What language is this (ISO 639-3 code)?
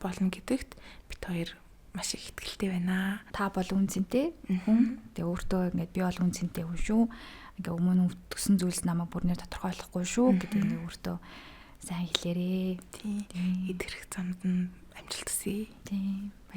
mon